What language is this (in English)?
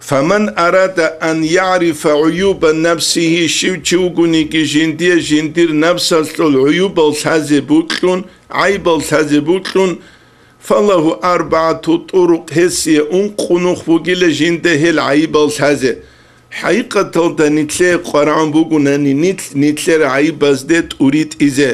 Avaric